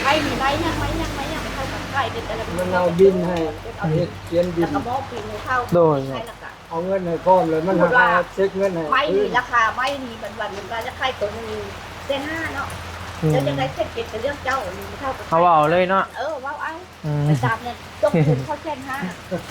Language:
Northeastern Thai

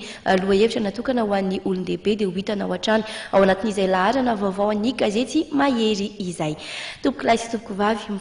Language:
Malagasy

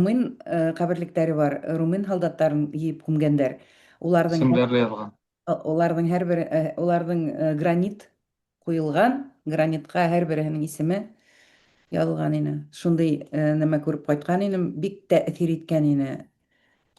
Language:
Bashkir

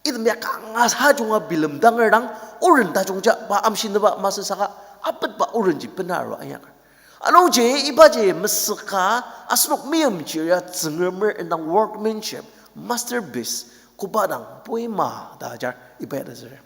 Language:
Ao Naga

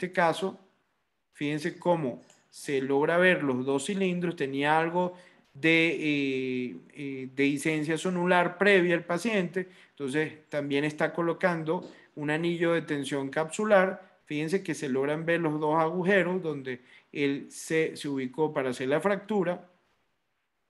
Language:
Spanish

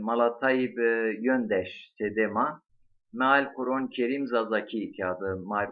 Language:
Zaza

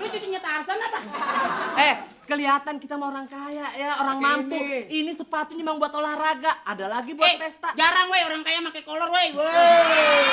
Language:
Betawi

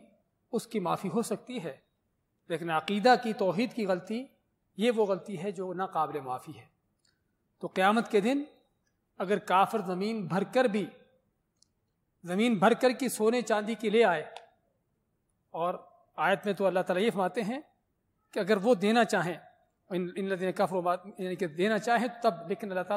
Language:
Urdu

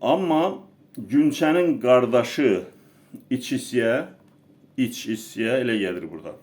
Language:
Azerbaijani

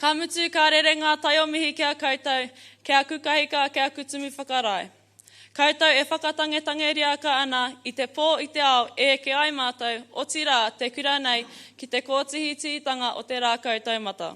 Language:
Māori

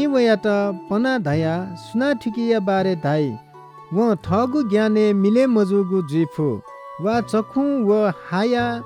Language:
Newari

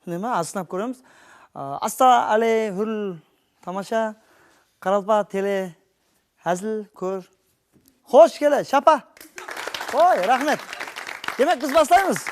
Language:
Kara-Kalpak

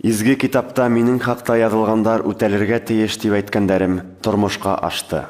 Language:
Bashkir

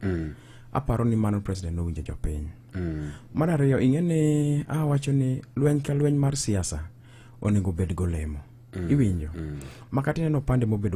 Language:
Luo (Kenya and Tanzania)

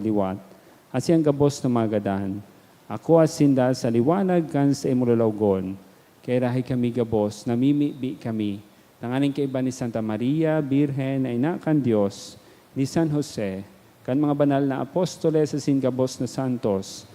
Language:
Bikol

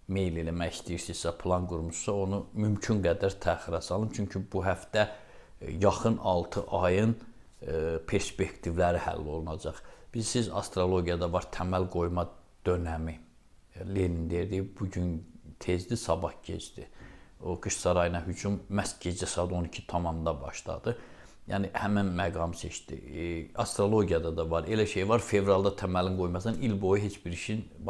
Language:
Azerbaijani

